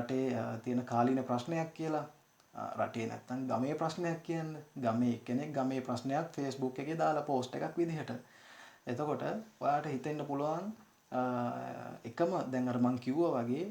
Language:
Sinhala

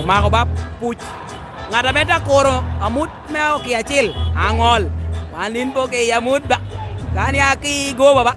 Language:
Lango (Uganda)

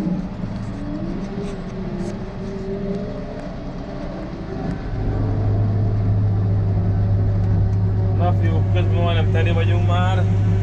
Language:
Hungarian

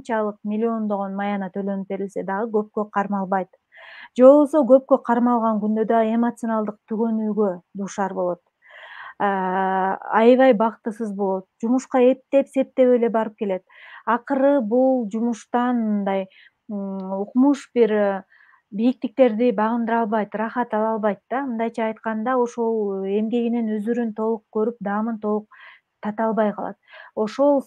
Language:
Kyrgyz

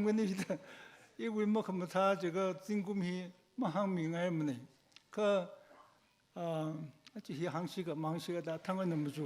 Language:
Tangkhul Naga (India)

